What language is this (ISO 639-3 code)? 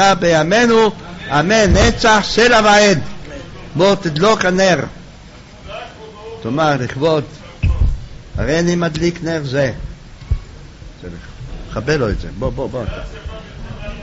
heb